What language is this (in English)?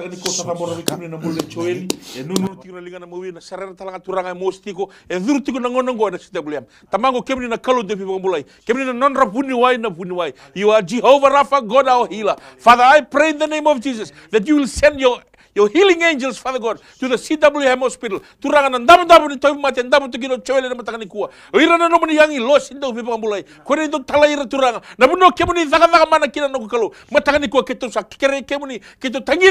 Fijian